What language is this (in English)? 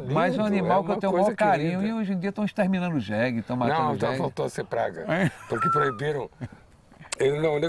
Portuguese